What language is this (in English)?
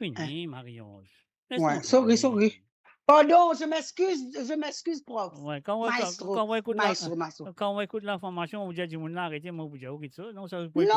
Morisyen